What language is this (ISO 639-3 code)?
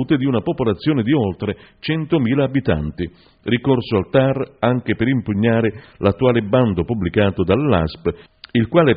ita